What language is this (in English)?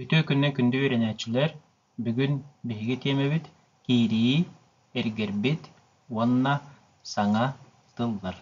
Yakut